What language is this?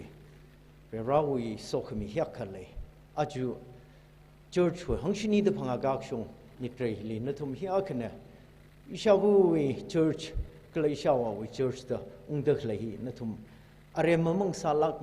Tangkhul Naga (India)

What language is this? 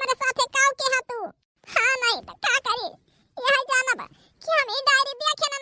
Awadhi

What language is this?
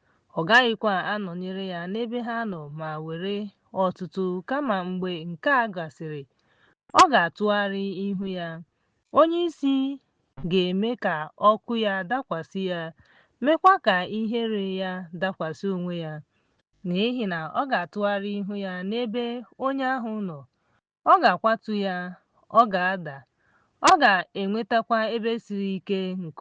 Igbo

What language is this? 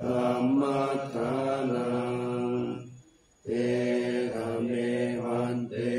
Pali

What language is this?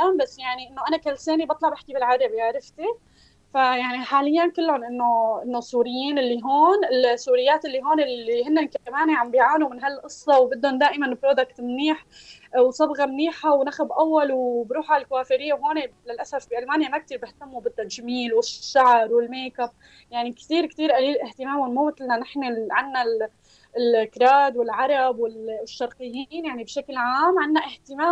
North Levantine Arabic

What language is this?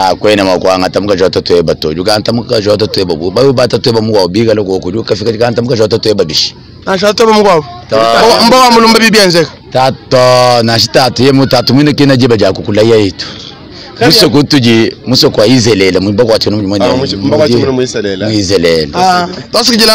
Luba-Lulua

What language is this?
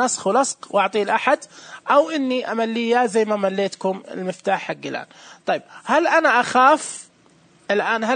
Najdi Arabic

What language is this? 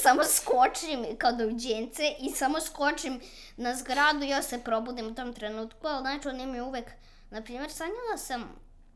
Serbian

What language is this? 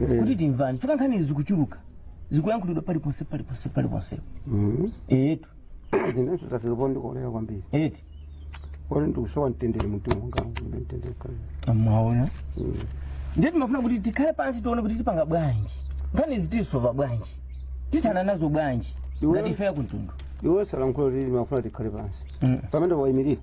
Nyanja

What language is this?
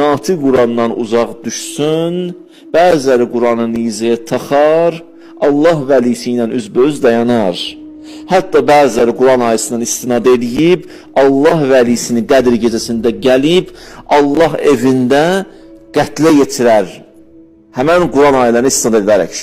Azerbaijani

